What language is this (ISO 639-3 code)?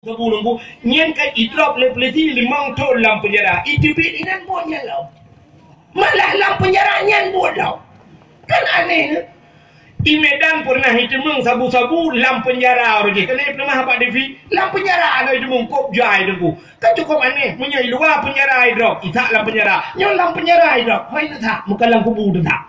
ace